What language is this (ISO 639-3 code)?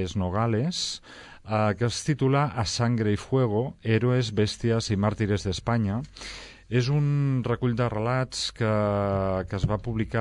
cat